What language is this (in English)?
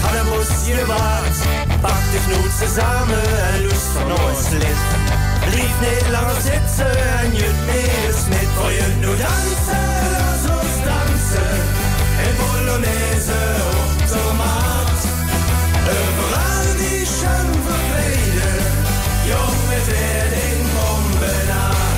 Limburgish